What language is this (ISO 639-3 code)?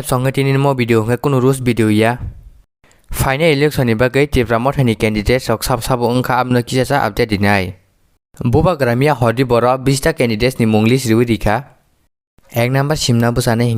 trp